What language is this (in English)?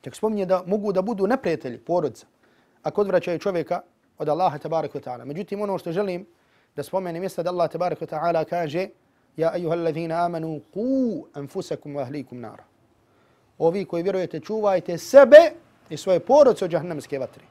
Bosnian